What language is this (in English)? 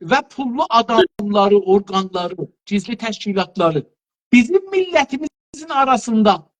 South Azerbaijani